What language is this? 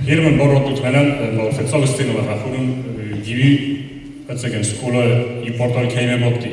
Ossetic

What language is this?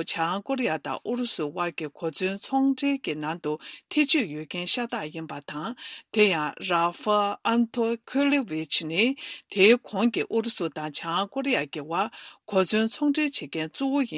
Tibetan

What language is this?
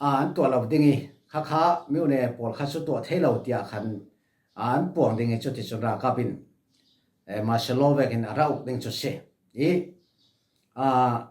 Falam Chin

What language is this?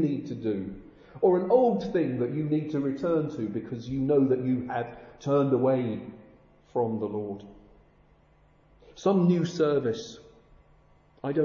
English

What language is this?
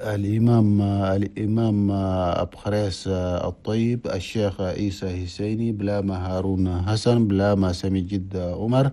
Chadian Arabic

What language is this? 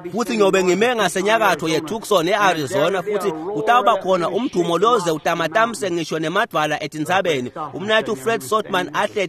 Swati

